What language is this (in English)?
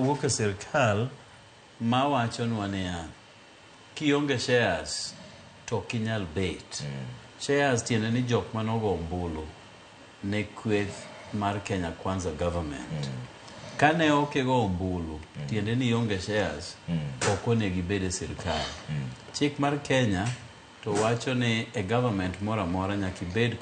Luo (Kenya and Tanzania)